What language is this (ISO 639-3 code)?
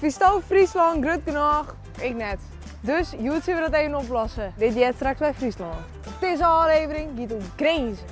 fry